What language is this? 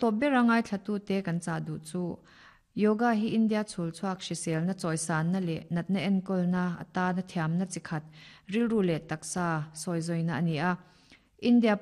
Mizo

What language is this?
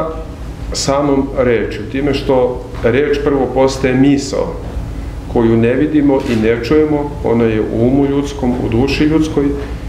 Serbian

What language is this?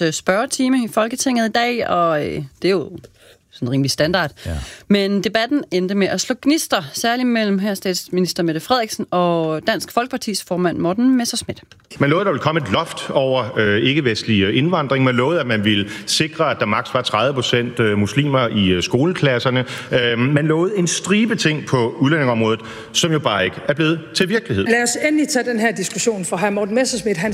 Danish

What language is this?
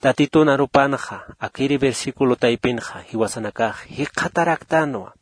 Aymara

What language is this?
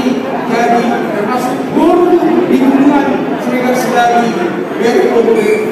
Batak Toba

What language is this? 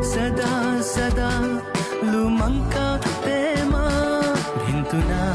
Newari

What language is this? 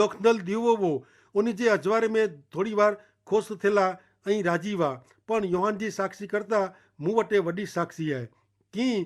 Kachhi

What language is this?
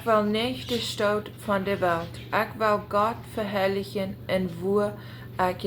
Plautdietsch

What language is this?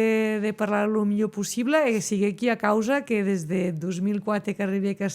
Occitan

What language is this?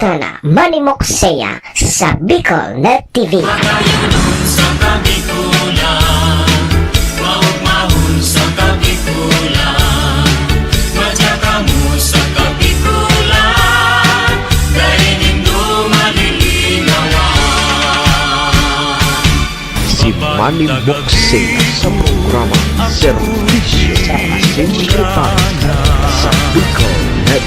Bikol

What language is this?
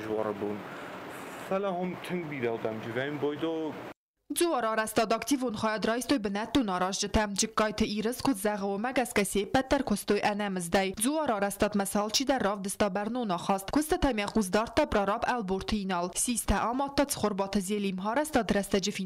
Ossetic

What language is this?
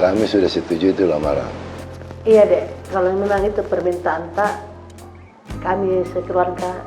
Makassar Malay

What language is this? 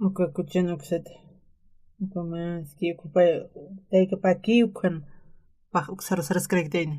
Aymara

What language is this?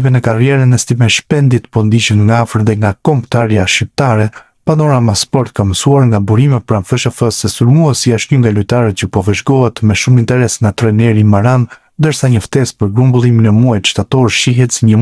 Albanian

